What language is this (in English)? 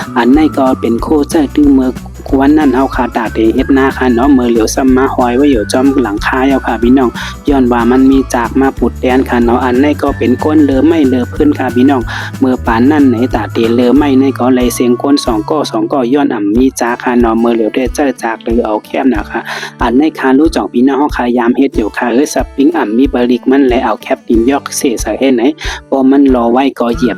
Shan